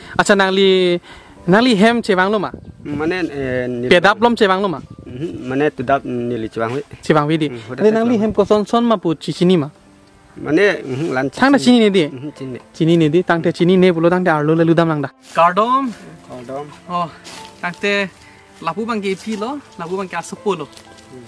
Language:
Karbi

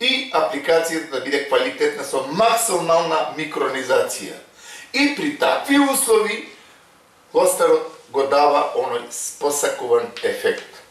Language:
Macedonian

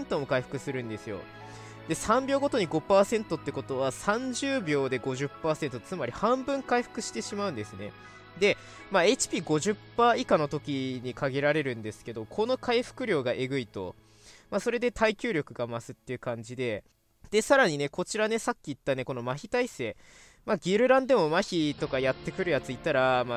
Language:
Japanese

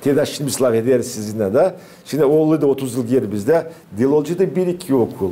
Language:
Gagauz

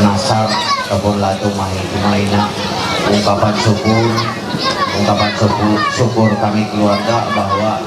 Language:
Ma'anyan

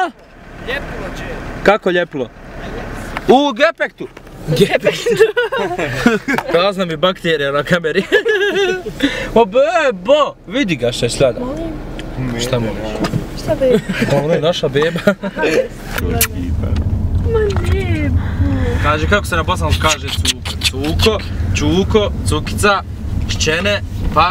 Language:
Bosnian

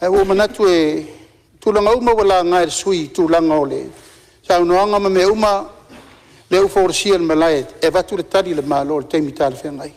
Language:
Samoan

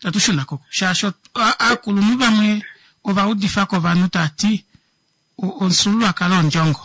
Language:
Kuanyama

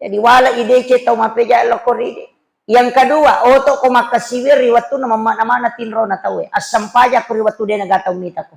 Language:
Buginese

